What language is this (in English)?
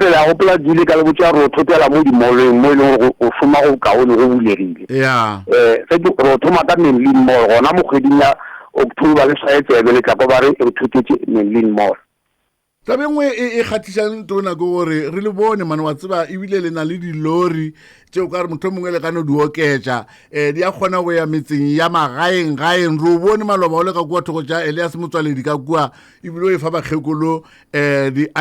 Northern Sotho